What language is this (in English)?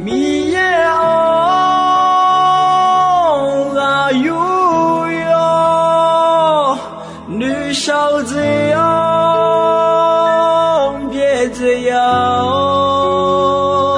Akha